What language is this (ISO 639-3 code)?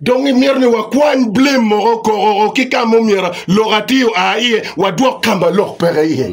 ach